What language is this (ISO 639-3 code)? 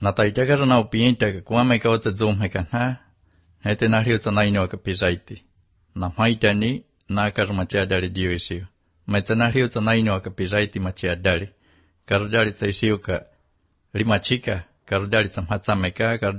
lav